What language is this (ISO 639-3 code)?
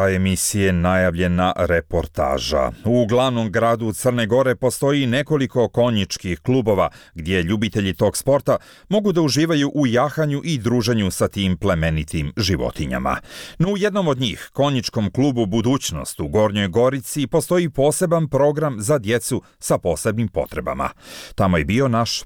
hrv